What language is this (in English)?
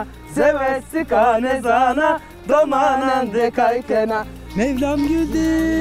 Zaza